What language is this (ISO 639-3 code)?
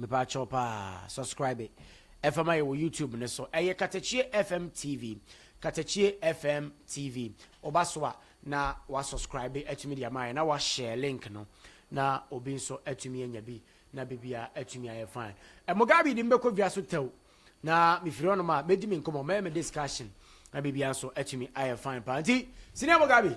aka